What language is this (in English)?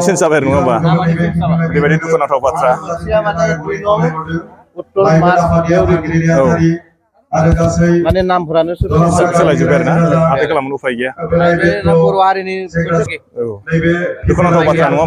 Bodo